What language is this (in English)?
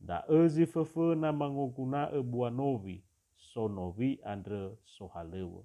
Nias